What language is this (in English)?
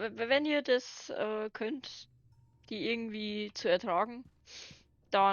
Bavarian